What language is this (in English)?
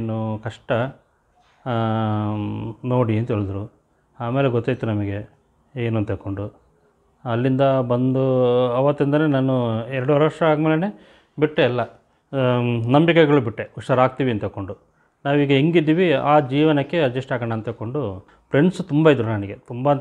Kannada